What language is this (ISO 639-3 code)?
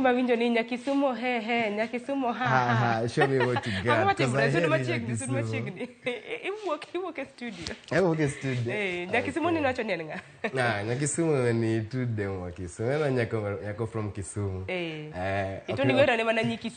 luo